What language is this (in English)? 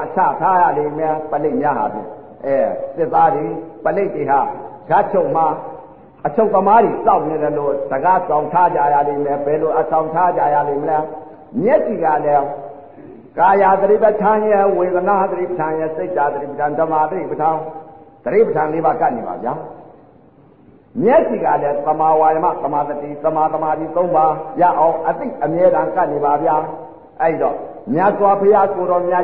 Burmese